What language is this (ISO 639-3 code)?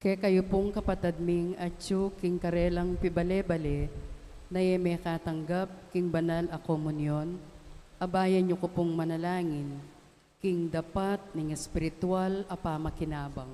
pam